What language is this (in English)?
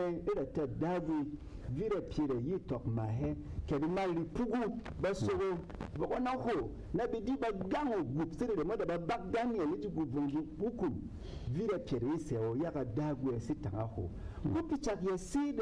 Berom